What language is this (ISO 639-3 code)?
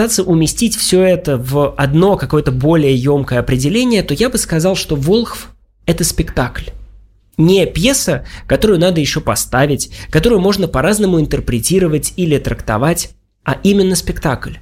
rus